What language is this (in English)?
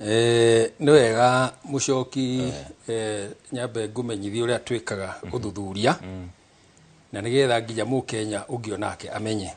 Kikuyu